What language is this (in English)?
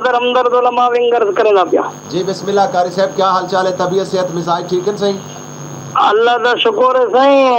Saraiki